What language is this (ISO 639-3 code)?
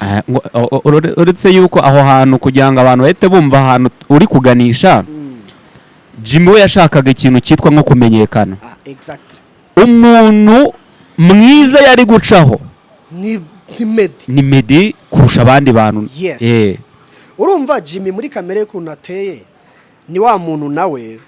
kin